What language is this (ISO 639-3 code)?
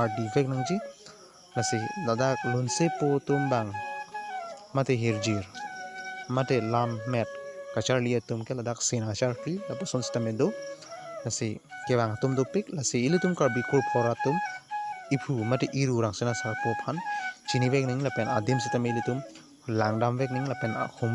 mjw